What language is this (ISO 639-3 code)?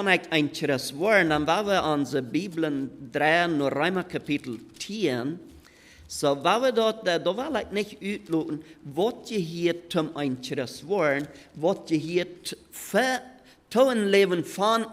pdt